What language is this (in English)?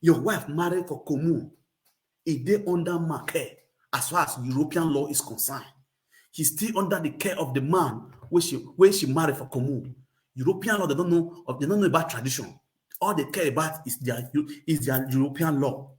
Nigerian Pidgin